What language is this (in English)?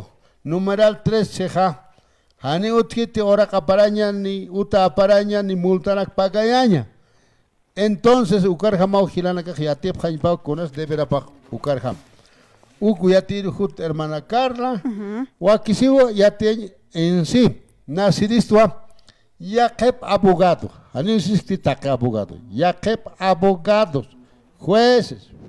Aymara